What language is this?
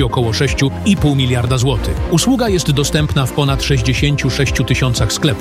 Polish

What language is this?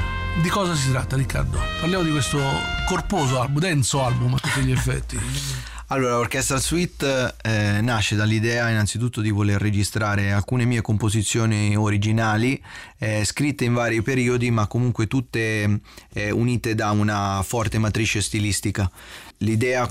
Italian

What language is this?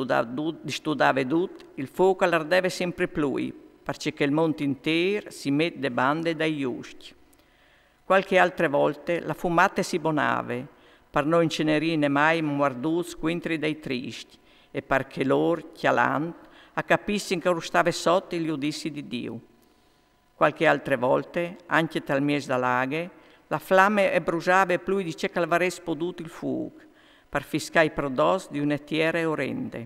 Friulian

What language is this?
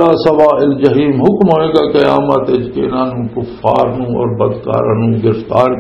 Western Panjabi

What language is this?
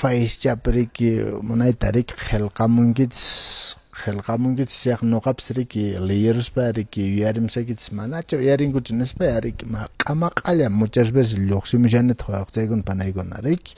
Quechua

